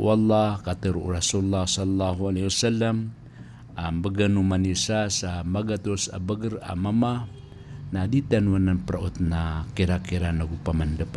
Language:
Maranao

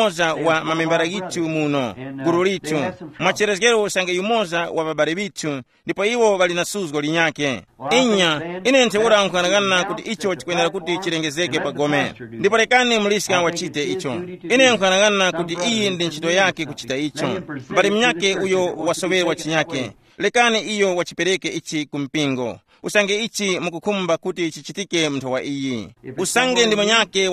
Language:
Tumbuka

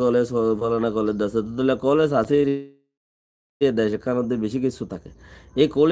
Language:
Rohingya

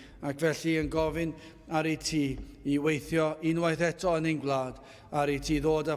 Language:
Welsh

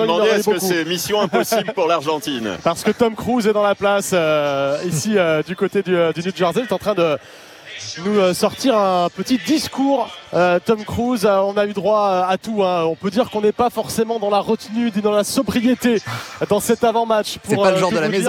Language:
French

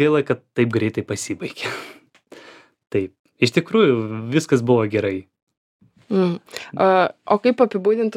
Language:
Lithuanian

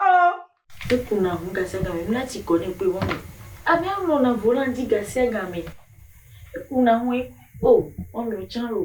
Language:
Ewe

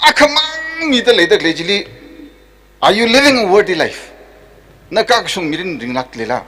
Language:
Tangkhul Naga (India)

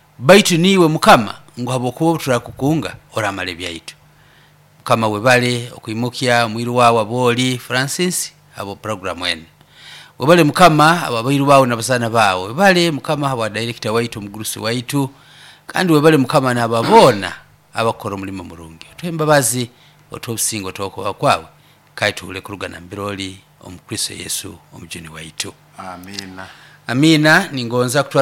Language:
Nyoro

